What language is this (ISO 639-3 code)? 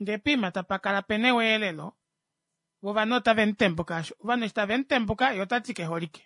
kua